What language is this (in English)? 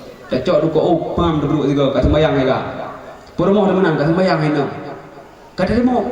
Achinese